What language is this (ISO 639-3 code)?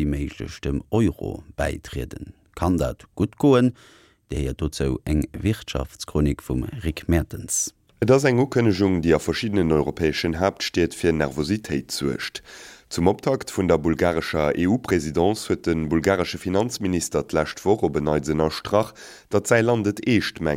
ltz